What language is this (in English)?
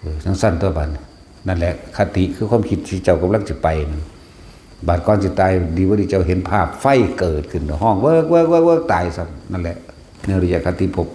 Northeastern Thai